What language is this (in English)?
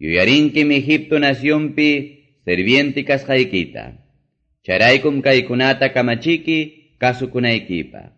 Quechua